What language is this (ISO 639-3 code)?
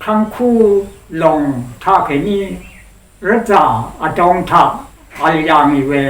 raw